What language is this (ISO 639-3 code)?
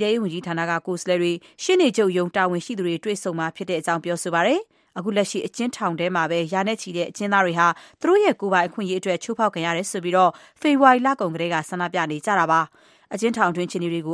mya